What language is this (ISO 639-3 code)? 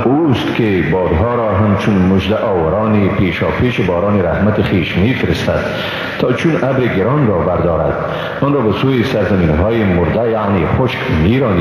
fas